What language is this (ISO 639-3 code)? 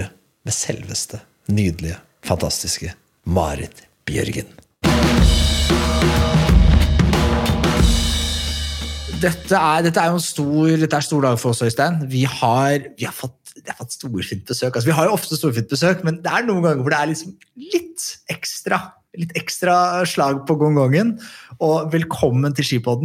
nor